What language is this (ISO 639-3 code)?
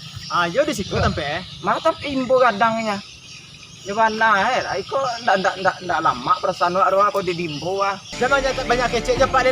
min